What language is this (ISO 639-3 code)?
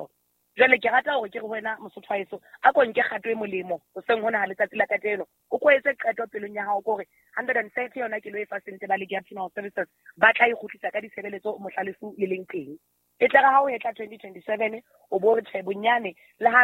sot